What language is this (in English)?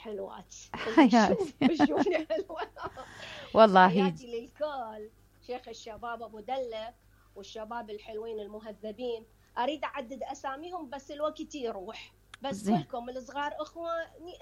Mesopotamian Arabic